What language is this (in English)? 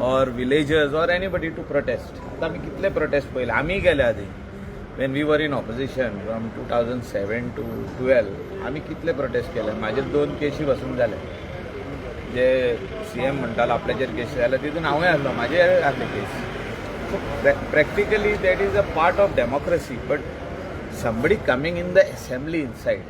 Konkani